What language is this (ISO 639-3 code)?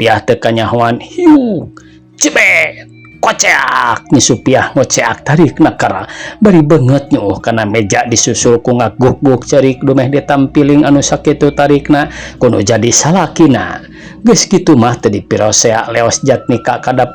sun